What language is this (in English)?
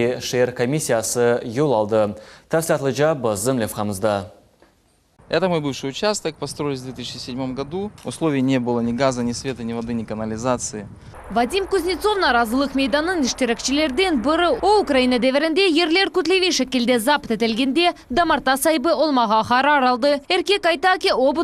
Crimean Tatar